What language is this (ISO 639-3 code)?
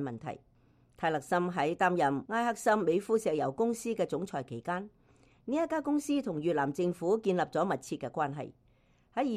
yue